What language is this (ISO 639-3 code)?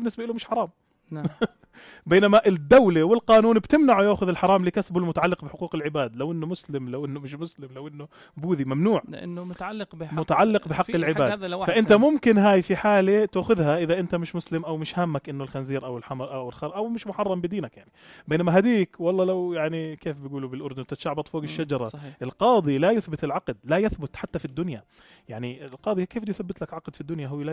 apc